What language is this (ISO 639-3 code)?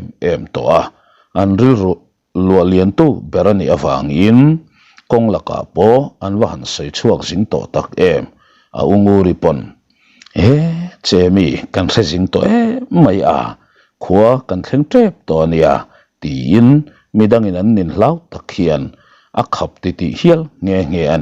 lus